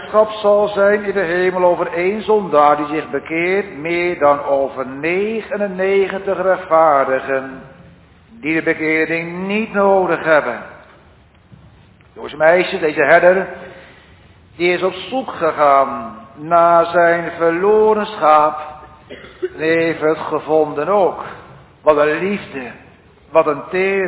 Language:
Dutch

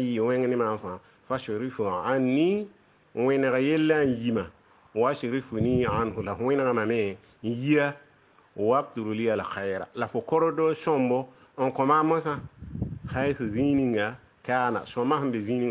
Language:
Mossi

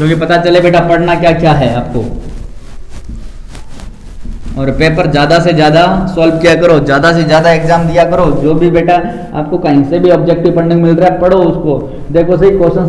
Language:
Hindi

